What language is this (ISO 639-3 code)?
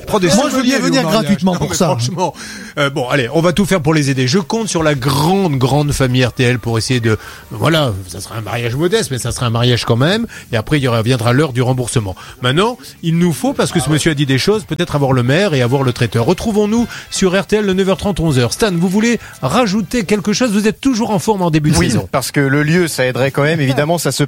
fra